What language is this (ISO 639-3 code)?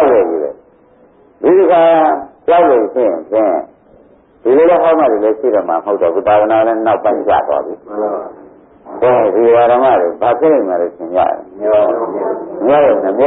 mya